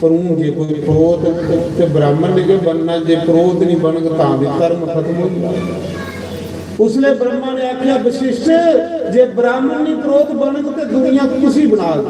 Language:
Dogri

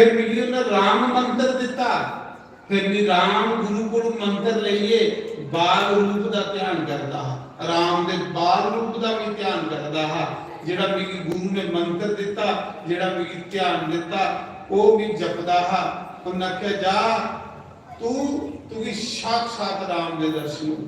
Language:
Dogri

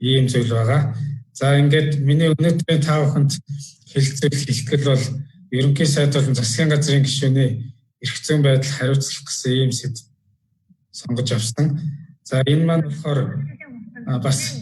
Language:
Mongolian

